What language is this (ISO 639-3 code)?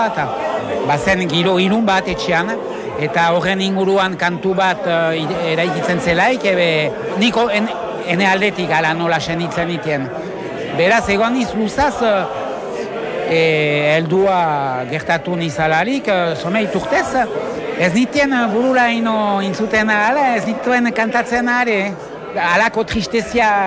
eus